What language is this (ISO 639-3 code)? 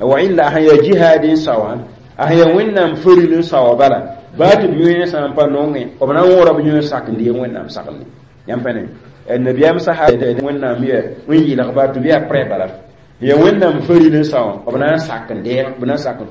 mos